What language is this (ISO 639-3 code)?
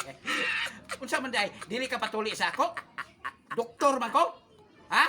ceb